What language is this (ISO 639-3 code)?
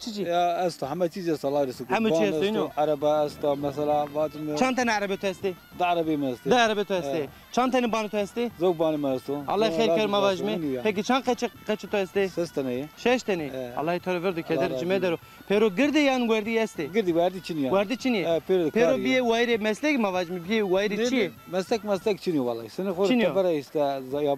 zza